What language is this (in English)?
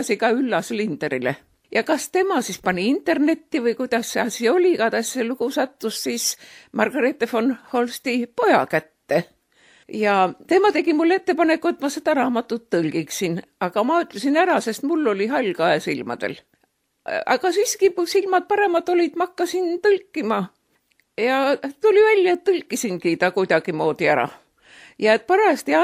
Estonian